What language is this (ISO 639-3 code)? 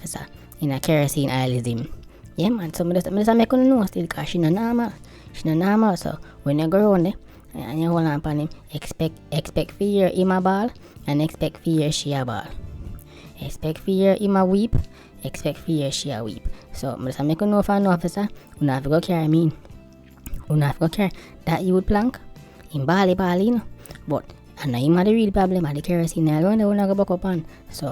jam